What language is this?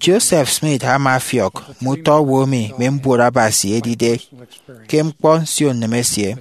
Efik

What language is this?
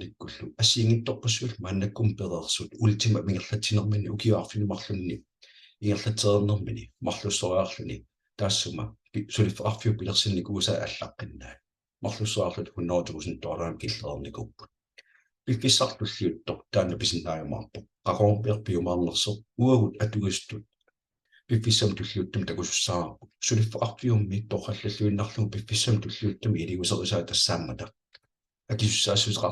Kalaallisut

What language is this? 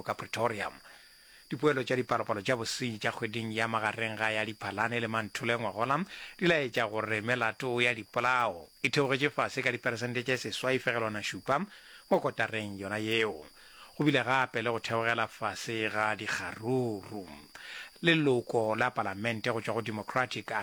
Northern Sotho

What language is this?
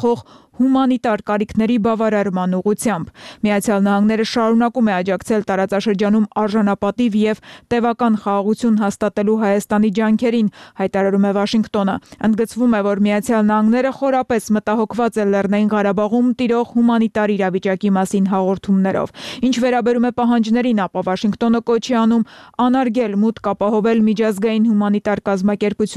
Armenian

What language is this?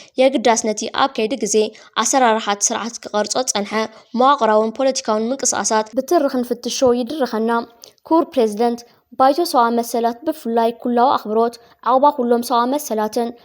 Tigrinya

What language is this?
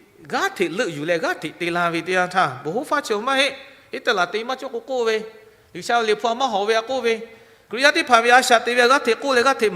Lahu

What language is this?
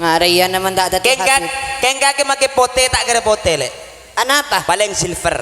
Madurese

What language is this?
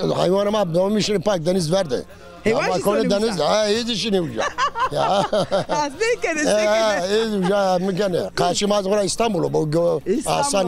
Zaza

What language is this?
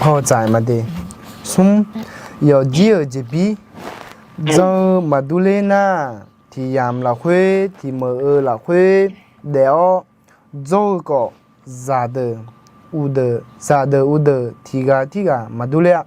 Akha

